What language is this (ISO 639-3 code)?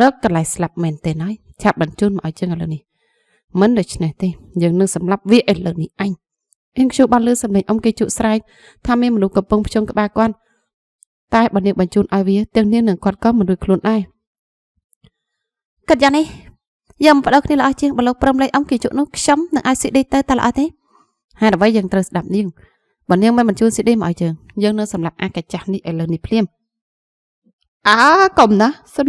khm